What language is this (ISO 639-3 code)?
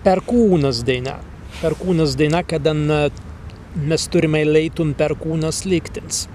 prg